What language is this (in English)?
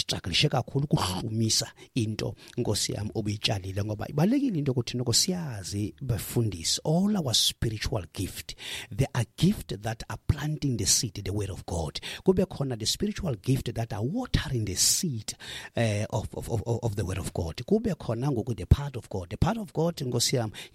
Xhosa